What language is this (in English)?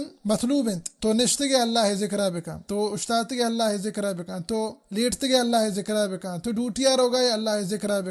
Baluchi